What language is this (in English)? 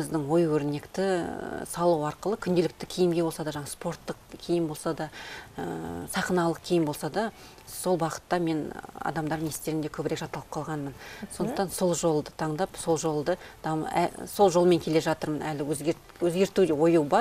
Kazakh